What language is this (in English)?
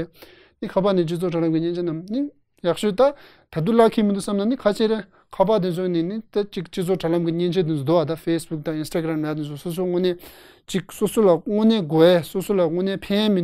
Tibetan